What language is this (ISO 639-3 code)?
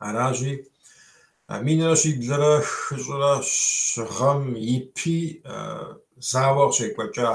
kbd